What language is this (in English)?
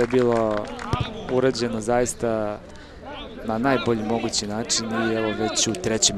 Serbian